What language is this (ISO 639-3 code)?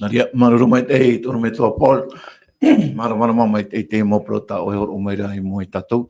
tah